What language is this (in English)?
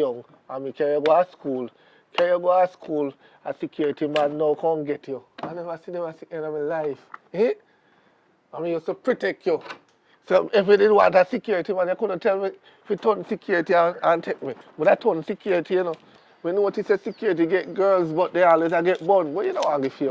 Jamaican Creole English